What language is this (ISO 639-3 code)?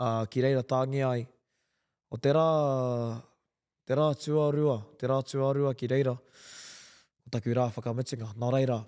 mri